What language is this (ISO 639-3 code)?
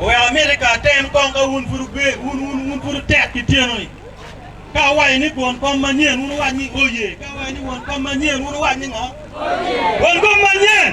ach